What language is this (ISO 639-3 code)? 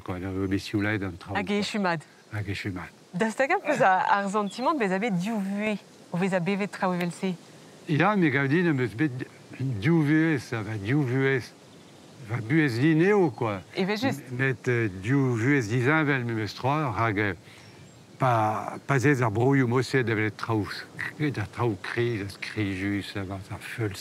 bre